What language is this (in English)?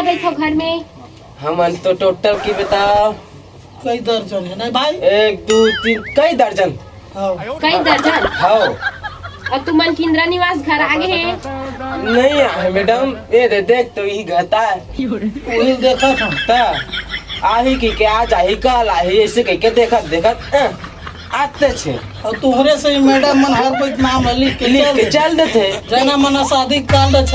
Chhattisgarhi